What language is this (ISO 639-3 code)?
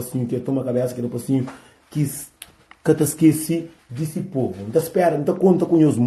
kea